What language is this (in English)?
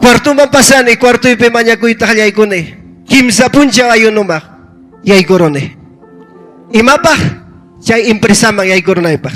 Ayacucho Quechua